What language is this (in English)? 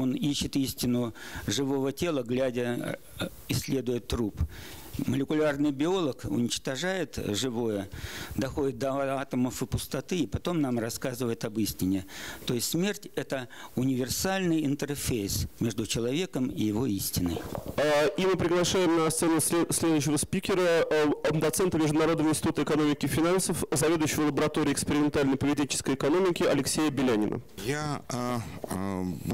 Russian